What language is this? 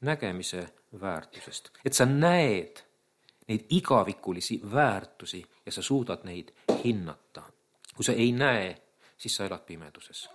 Estonian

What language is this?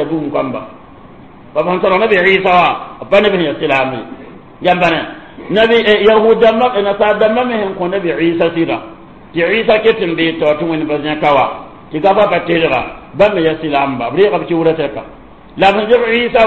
Mossi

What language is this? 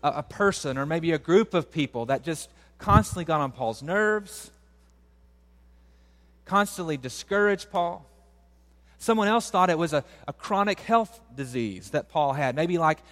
English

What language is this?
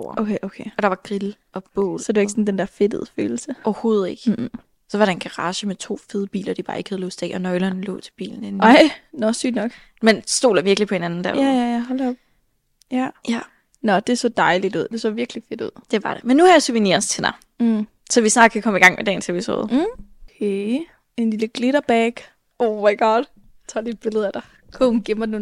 Danish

